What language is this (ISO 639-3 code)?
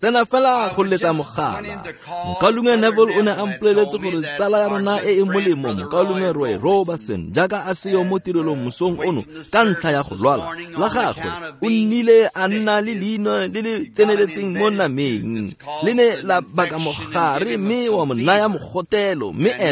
tsn